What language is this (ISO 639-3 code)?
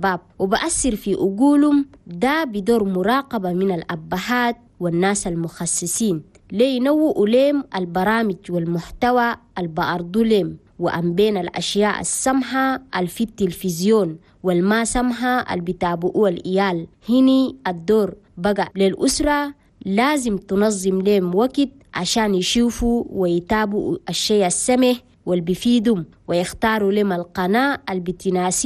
shu